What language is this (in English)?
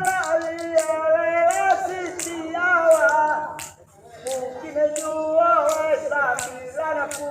Minangkabau